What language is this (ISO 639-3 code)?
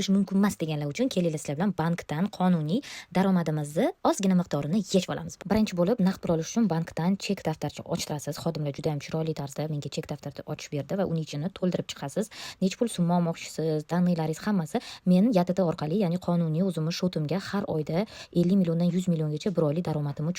uzb